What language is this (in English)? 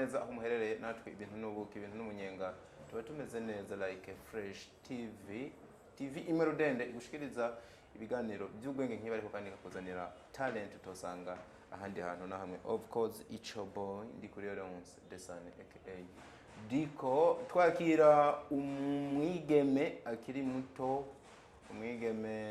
Rundi